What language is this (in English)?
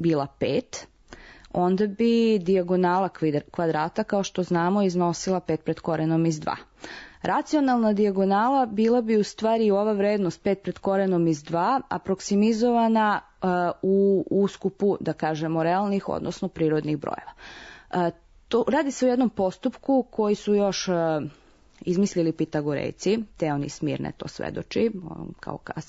Serbian